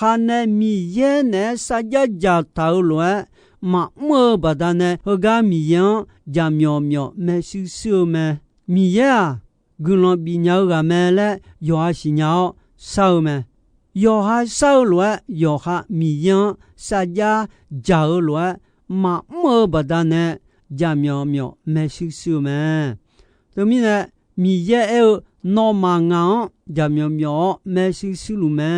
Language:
Akha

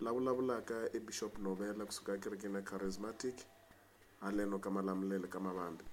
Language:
Tsonga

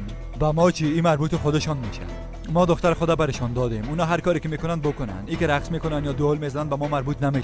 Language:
Persian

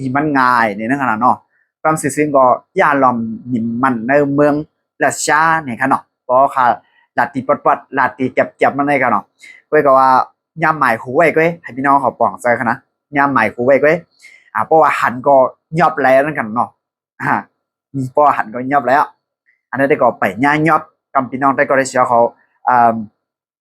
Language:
Shan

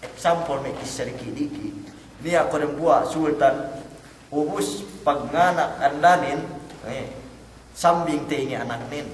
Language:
Yakan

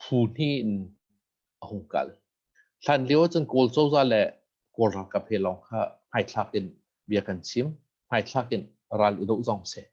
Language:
Hakha Chin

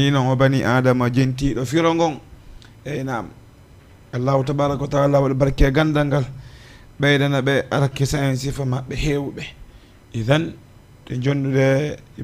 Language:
Fula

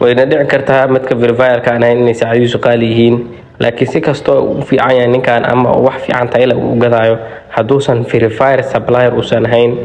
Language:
Somali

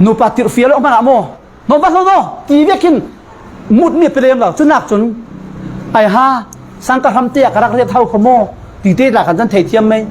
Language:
Falam Chin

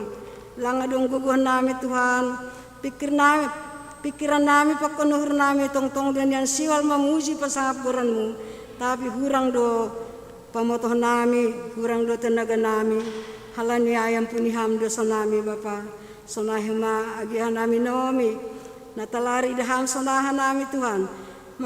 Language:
Batak Simalungun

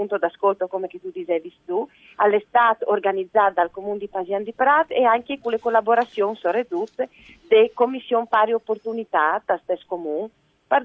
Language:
Friulian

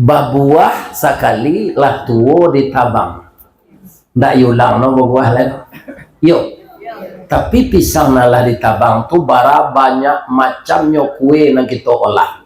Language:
Minangkabau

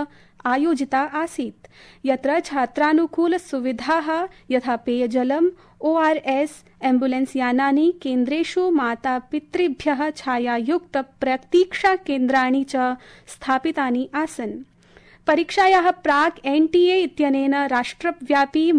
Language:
Sanskrit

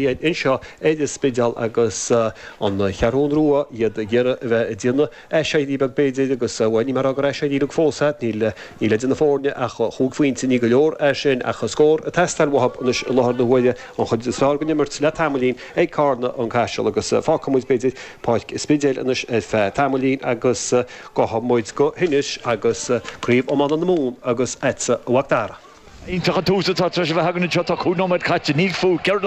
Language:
Irish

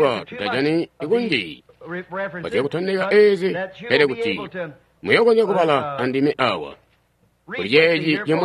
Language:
Tonga (Zambia)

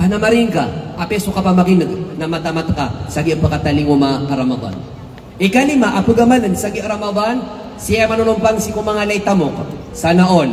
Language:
Maranao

